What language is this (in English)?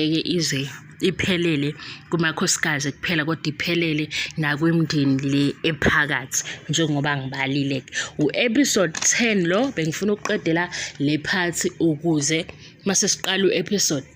Zulu